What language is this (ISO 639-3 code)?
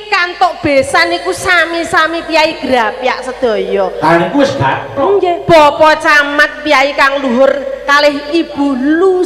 jav